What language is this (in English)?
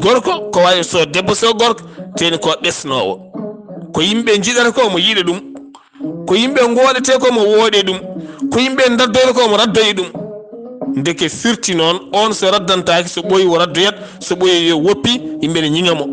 Fula